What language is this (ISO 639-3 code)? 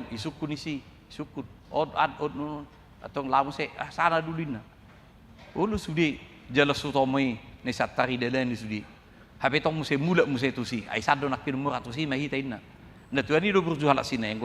bbc